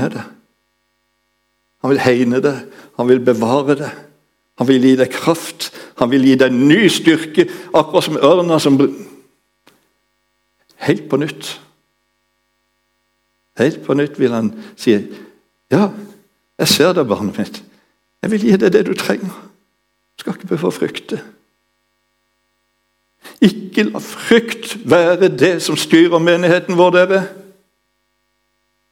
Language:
Norwegian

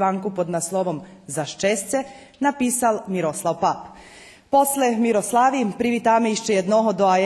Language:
Rusyn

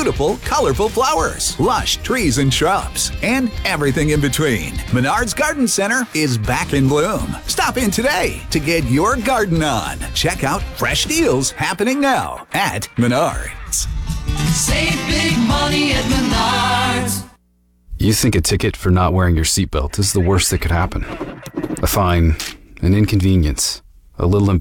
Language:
English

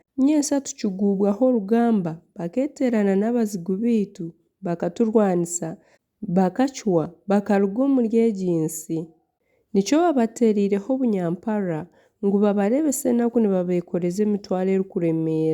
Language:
Nyankole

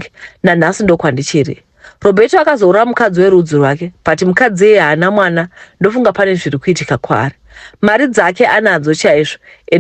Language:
Shona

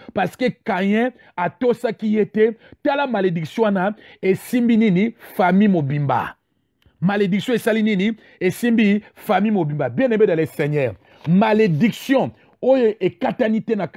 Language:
Lingala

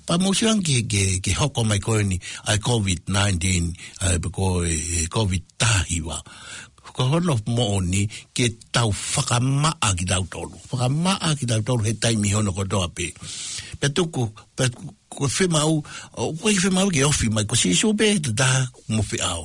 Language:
Tongan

